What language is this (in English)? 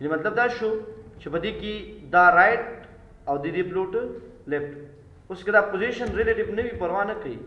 Pashto